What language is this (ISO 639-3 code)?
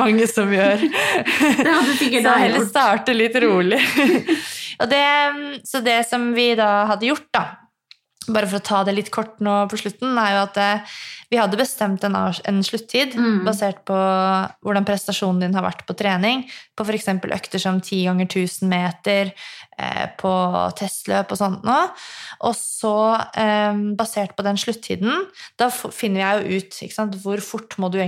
nor